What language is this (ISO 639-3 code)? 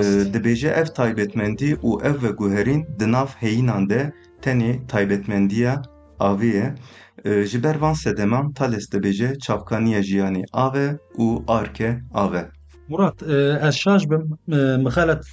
kur